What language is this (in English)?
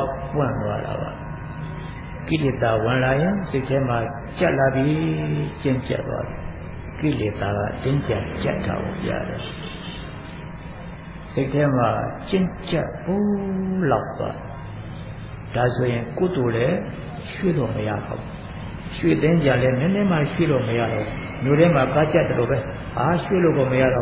Burmese